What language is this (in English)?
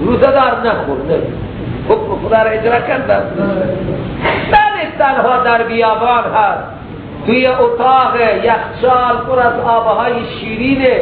Persian